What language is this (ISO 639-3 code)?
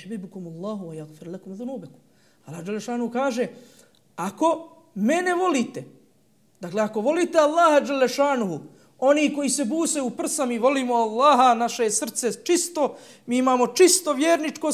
bos